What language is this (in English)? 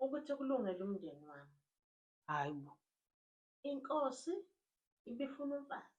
Zulu